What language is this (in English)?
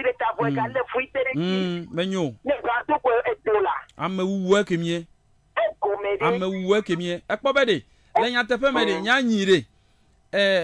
Ewe